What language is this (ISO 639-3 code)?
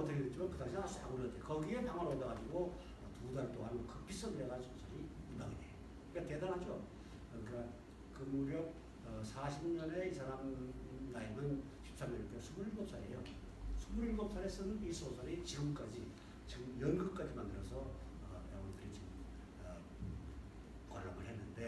kor